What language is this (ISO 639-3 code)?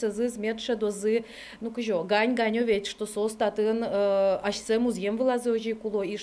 udm